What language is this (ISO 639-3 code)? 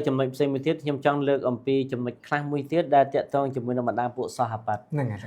khm